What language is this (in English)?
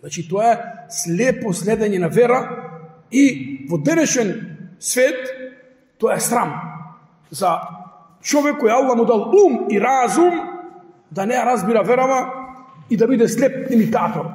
Macedonian